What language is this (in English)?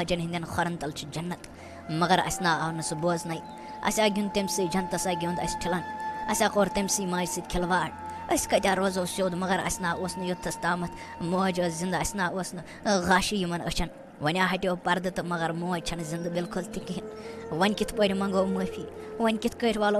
Kashmiri